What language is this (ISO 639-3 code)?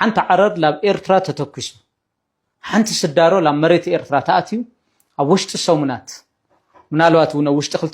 tir